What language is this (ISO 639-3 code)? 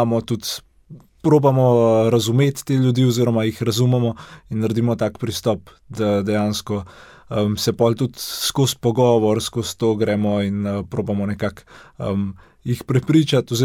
slv